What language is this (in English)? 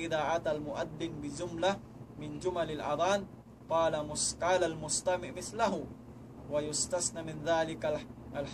Tausug